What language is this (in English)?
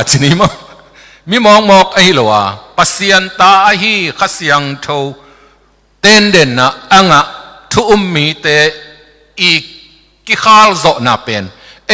Tedim Chin